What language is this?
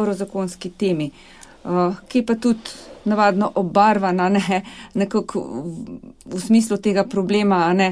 Slovenian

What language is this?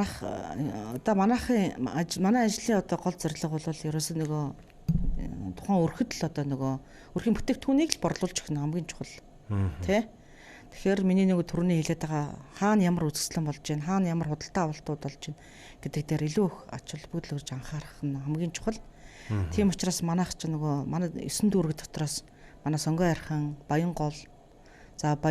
Mongolian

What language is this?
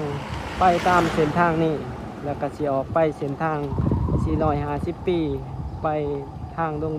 Lao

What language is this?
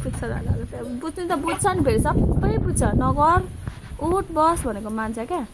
Nepali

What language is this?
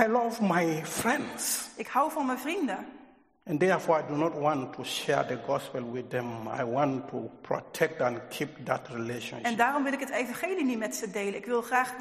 Dutch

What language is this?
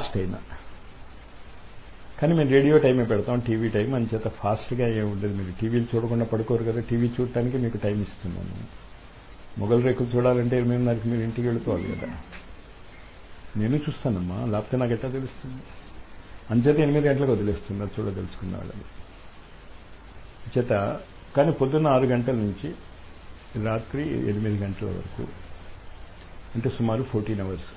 Telugu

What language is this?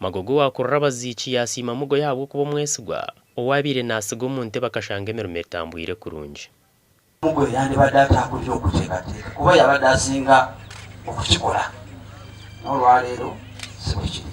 Nyankole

